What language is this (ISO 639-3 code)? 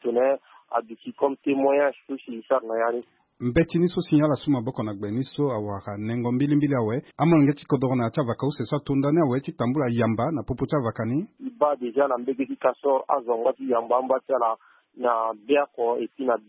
sag